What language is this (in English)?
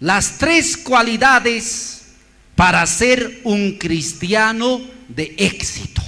Aymara